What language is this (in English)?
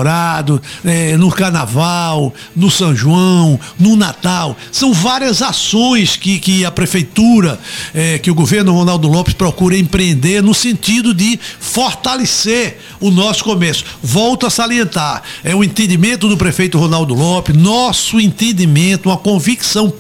Portuguese